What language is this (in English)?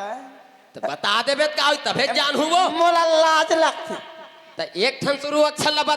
Chhattisgarhi